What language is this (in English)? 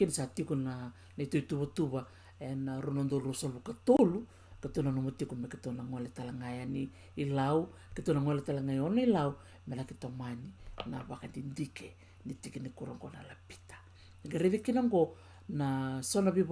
Fijian